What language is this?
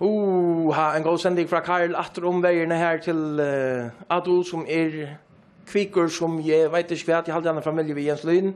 Faroese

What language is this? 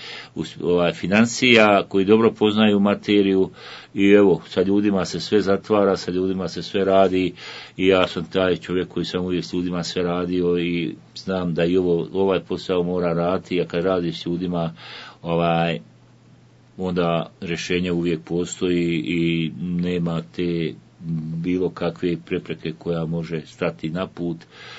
Bosnian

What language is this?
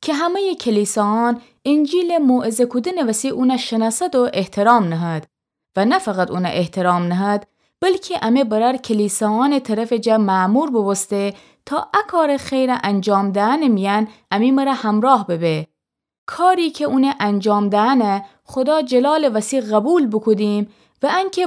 Gilaki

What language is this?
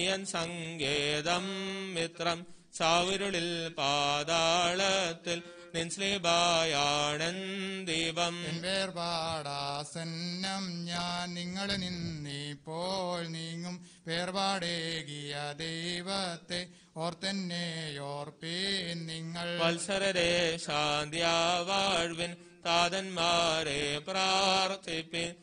Malayalam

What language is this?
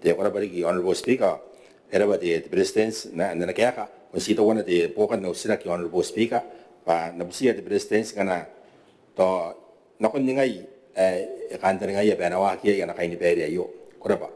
Gilbertese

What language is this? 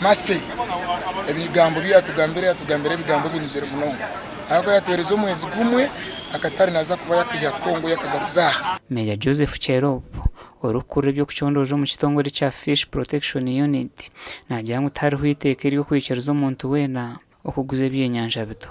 Nyankole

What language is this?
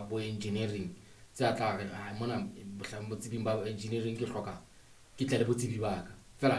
Southern Sotho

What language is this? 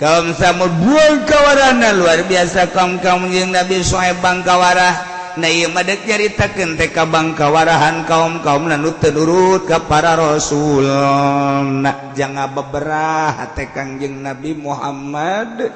Sundanese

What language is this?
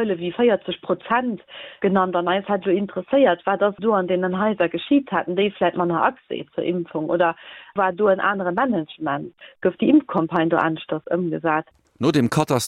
Luxembourgish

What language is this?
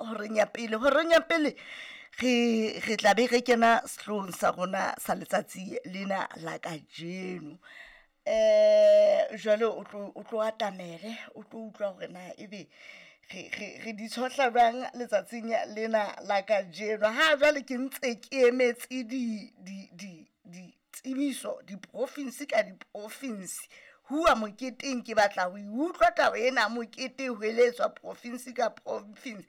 Southern Sotho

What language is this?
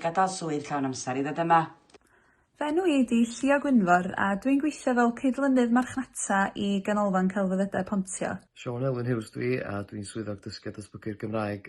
Welsh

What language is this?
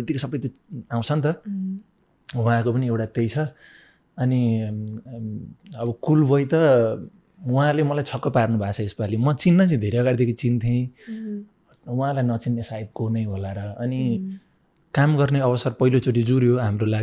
Nepali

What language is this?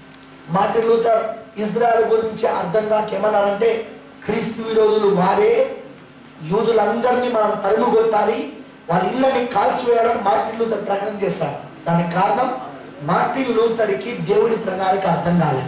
Telugu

